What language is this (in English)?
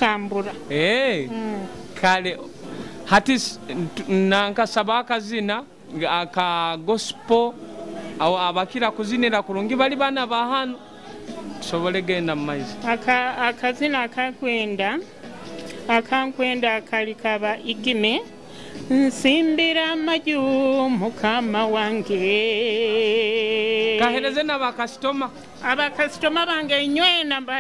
Nyoro